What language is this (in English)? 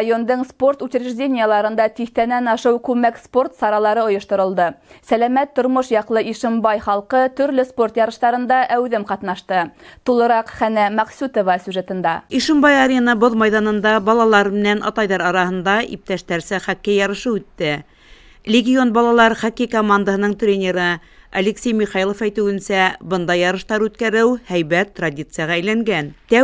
Bashkir